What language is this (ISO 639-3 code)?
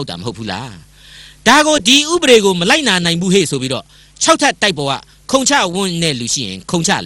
mya